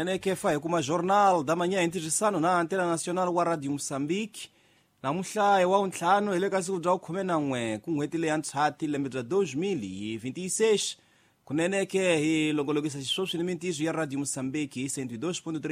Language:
Tsonga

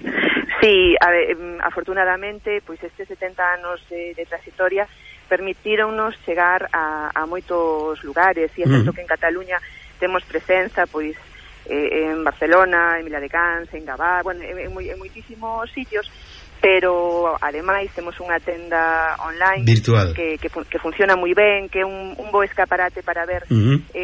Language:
Galician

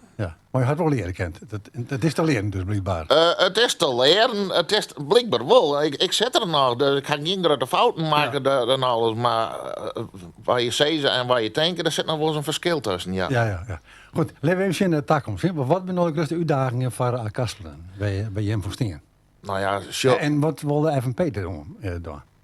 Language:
Western Frisian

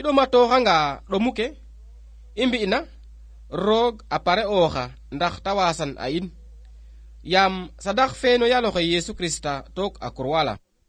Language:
Serer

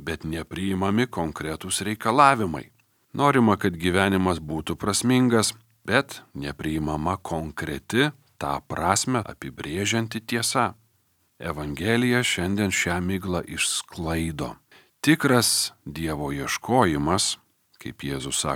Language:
Lithuanian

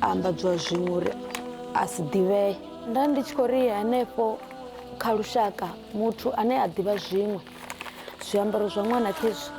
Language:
Venda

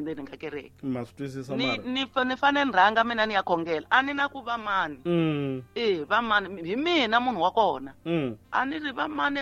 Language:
Tsonga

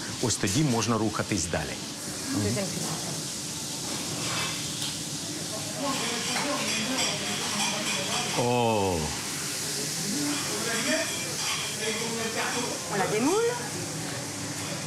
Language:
Ukrainian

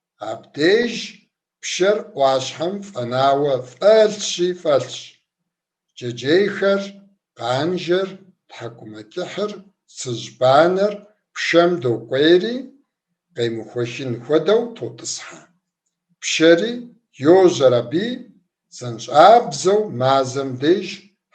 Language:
Kabardian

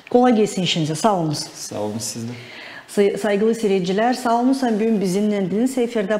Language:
Gagauz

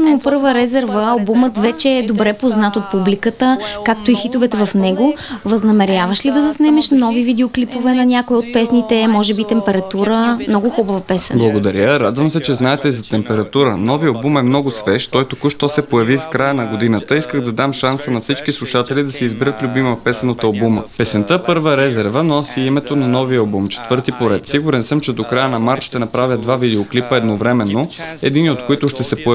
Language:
Bulgarian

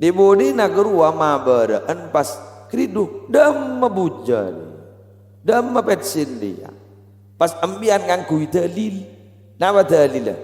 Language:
Madurese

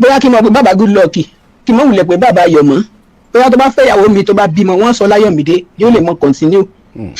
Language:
Yoruba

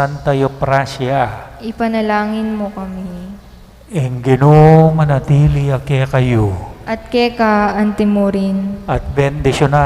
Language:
Pampanga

